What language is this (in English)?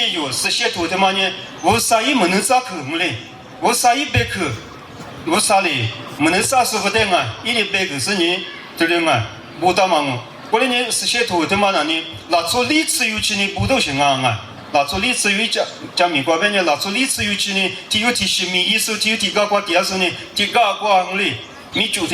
Lisu